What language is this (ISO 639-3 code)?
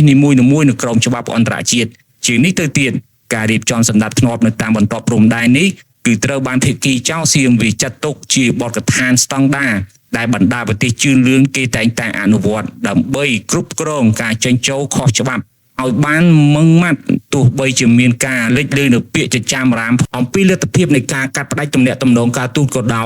khm